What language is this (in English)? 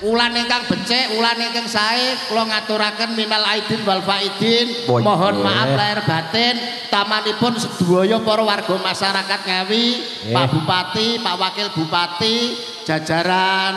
Javanese